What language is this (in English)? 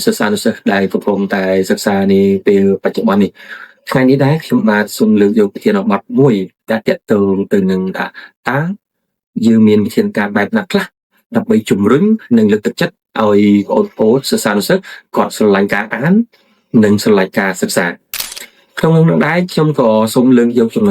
Khmer